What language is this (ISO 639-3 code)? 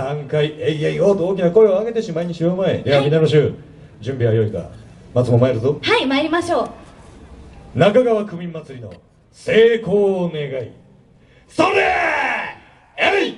jpn